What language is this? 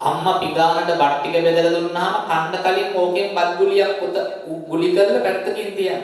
Sinhala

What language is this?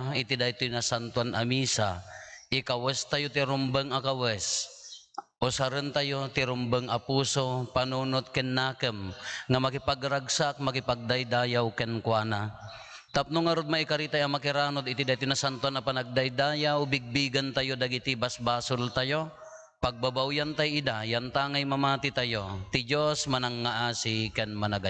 Iloko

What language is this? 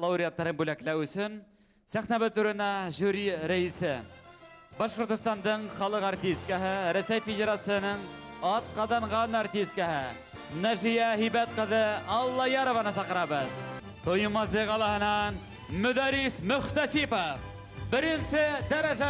Bashkir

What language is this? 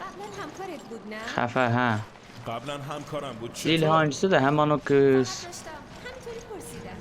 South Azerbaijani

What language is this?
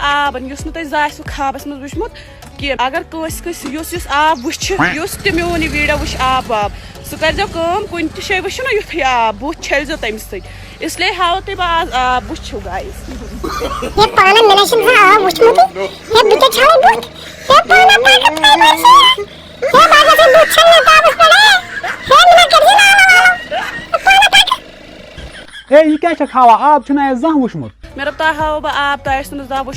Kashmiri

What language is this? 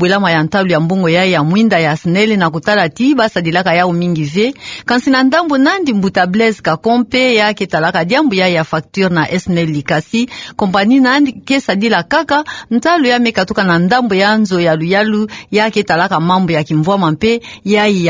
Kituba (Democratic Republic of Congo)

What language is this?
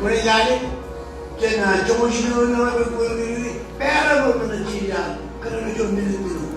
Marshallese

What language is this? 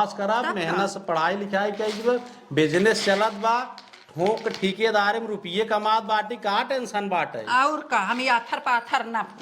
Awadhi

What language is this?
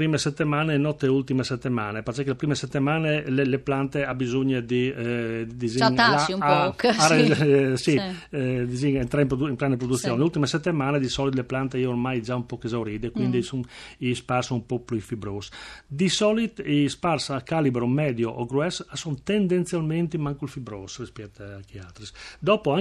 Friulian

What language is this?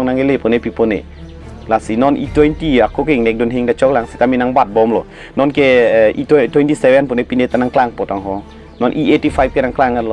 Karbi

